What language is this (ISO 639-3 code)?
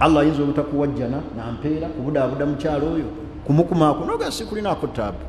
lug